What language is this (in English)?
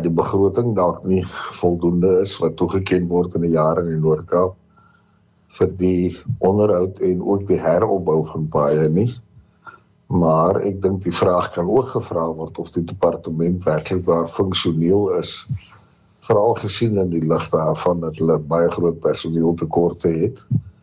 Afrikaans